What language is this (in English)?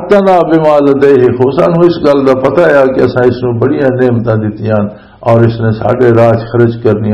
Western Panjabi